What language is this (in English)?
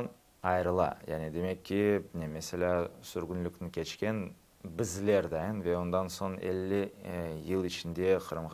Crimean Tatar